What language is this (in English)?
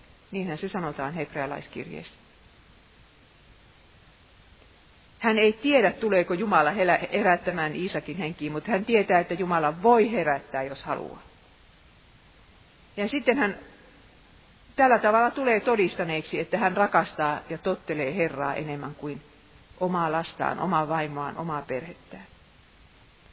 Finnish